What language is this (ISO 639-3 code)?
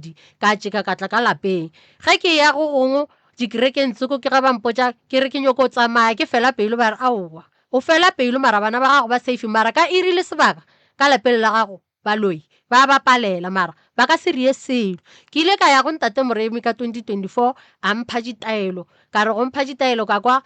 nso